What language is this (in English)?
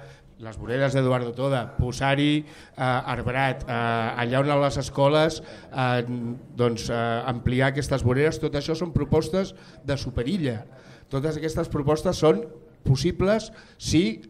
Catalan